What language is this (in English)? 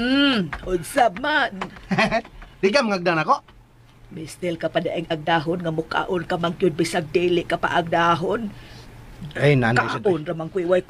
Cebuano